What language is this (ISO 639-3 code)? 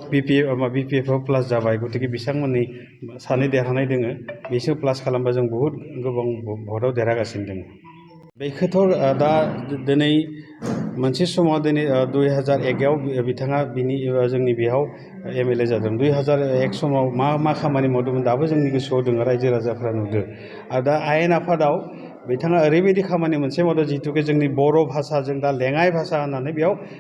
brx